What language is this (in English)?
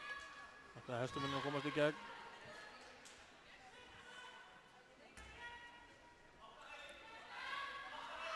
Icelandic